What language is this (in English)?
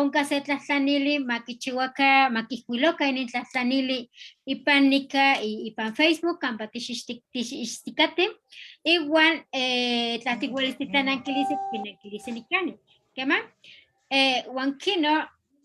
Eastern Huasteca Nahuatl